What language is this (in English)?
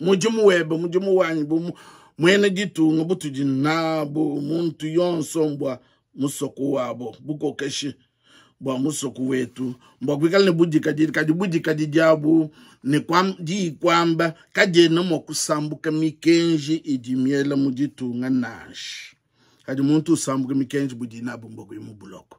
Luba-Lulua